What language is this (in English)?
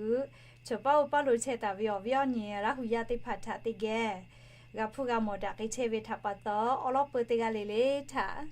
Lahu